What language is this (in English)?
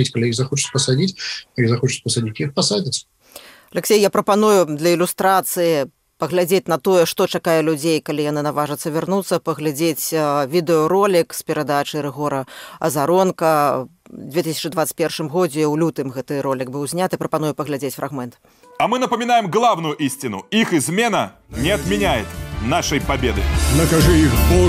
Belarusian